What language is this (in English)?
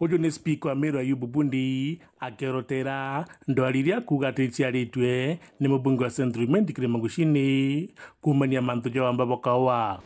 Meru